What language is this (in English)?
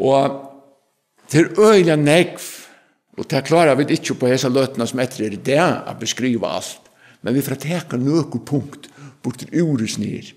Faroese